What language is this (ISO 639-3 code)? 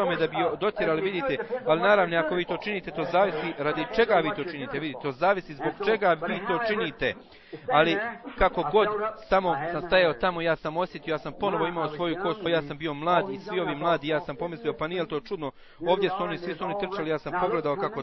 bos